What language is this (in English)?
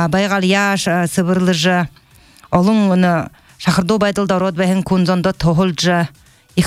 Buriat